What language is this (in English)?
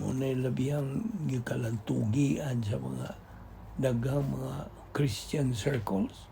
Cebuano